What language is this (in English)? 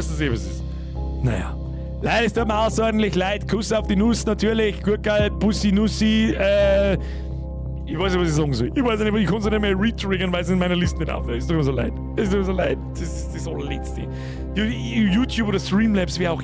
Bavarian